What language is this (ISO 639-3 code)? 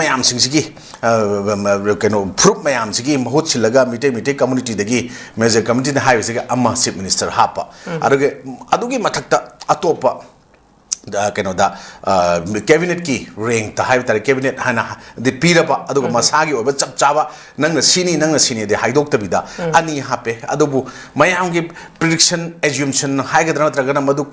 mni